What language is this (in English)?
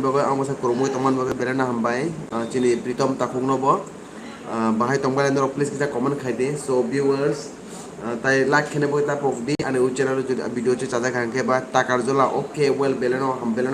Kok Borok